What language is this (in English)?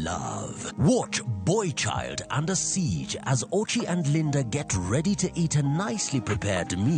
Luo (Kenya and Tanzania)